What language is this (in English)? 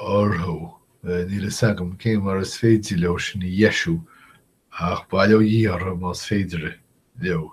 Irish